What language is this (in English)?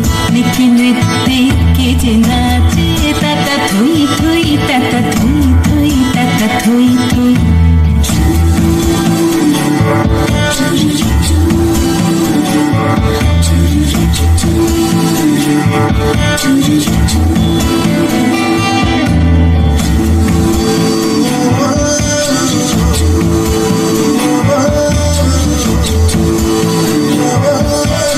Bangla